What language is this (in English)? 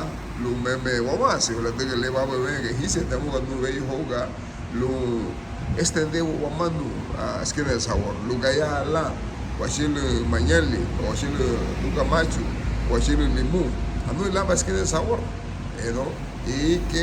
Garifuna